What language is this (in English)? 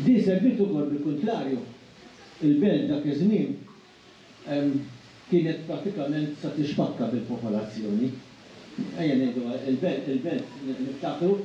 Maltese